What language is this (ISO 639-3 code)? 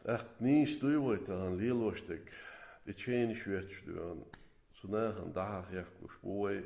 che